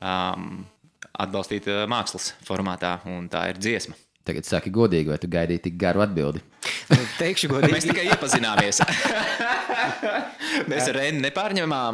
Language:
Latvian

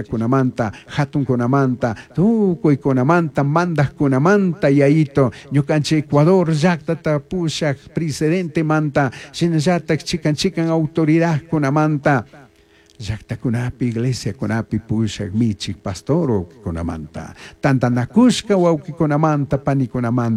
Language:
Chimborazo Highland Quichua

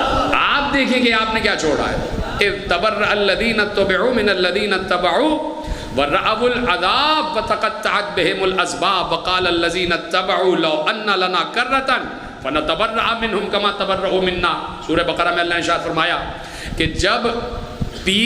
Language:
Urdu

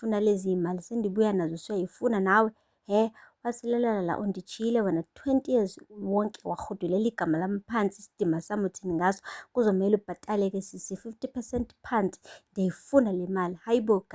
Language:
Zulu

